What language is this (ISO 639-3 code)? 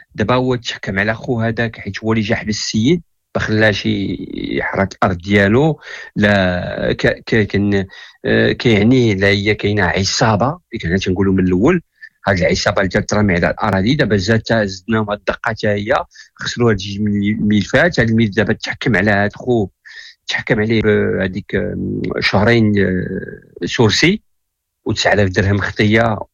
ary